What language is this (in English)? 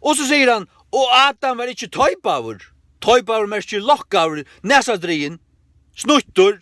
Faroese